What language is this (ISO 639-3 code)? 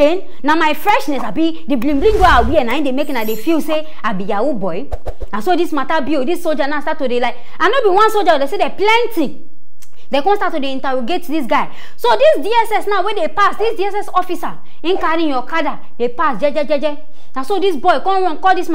pcm